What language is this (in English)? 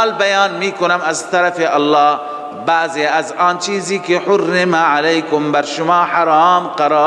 Persian